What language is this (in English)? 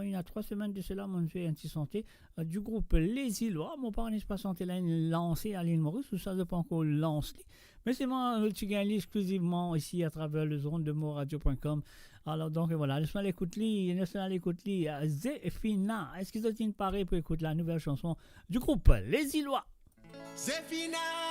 Morisyen